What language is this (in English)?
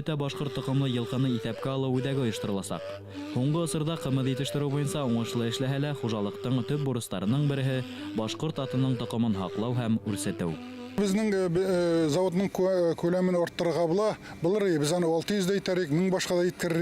Bashkir